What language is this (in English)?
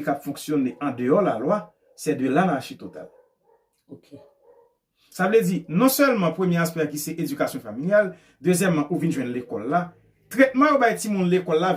Haitian Creole